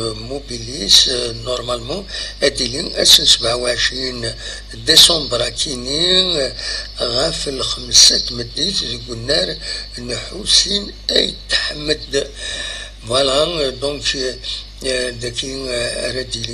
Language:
Kabyle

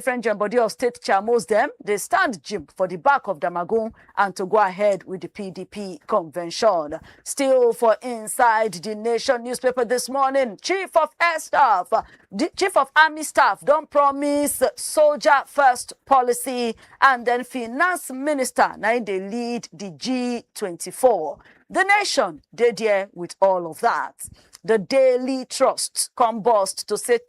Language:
Nigerian Pidgin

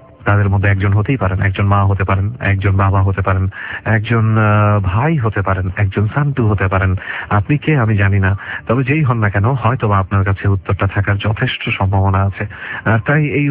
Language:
Bangla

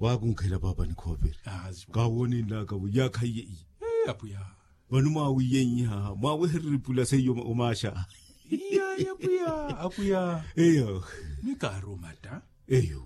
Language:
Makhuwa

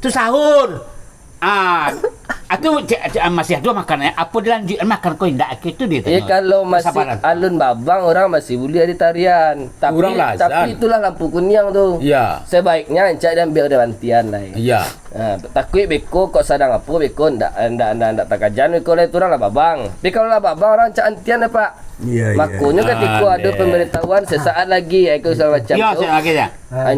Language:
Minangkabau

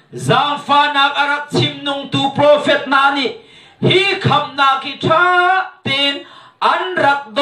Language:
Hakha Chin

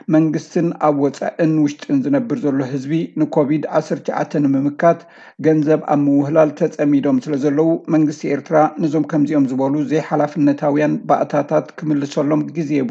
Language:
Tigrinya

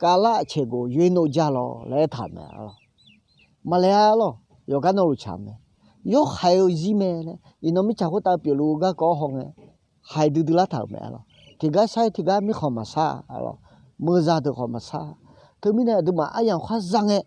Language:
Akha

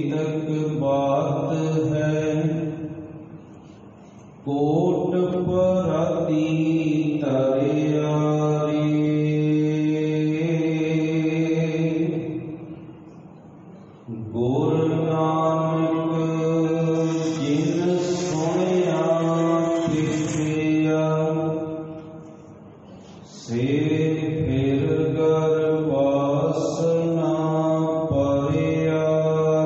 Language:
Punjabi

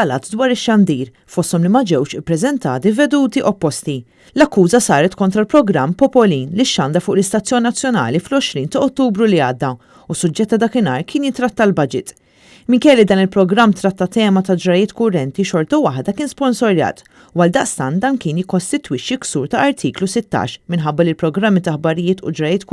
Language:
Maltese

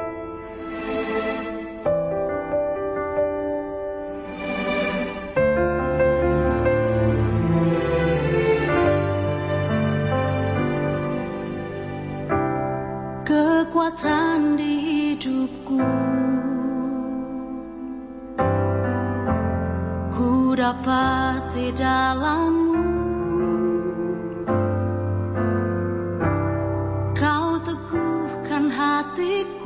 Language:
Indonesian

